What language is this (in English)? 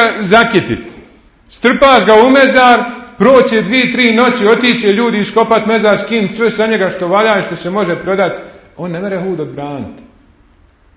Bosnian